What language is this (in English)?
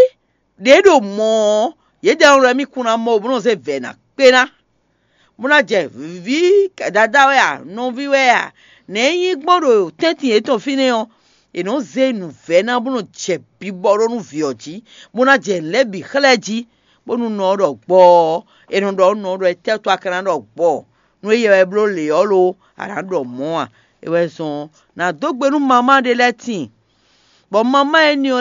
Fon